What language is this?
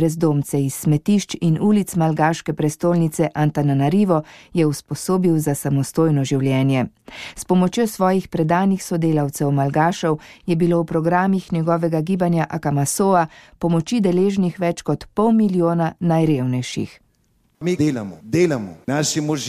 Slovenian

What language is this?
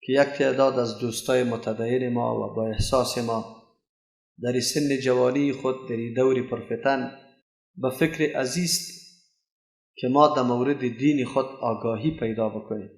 Persian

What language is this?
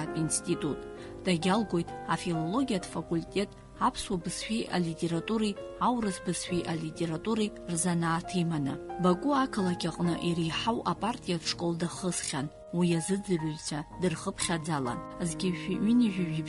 Abkhazian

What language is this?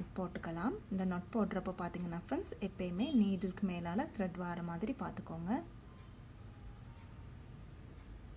Tamil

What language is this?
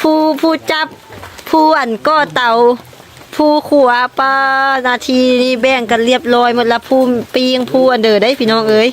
Lao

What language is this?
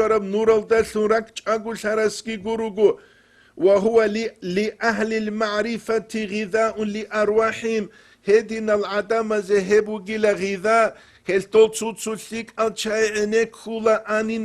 Avaric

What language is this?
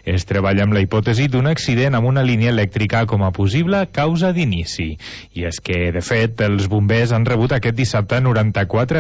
Catalan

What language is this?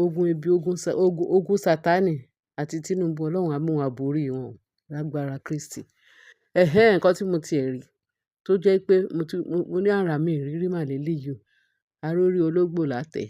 Yoruba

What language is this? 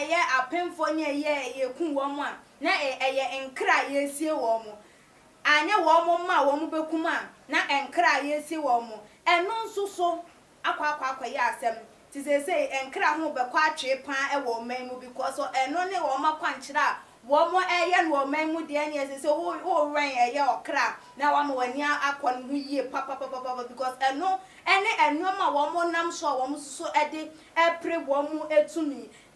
Akan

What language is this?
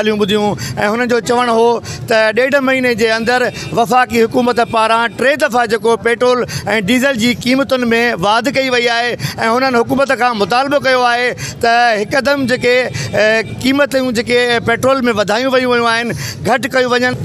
Sindhi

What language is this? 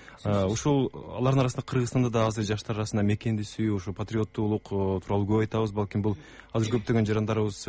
Kyrgyz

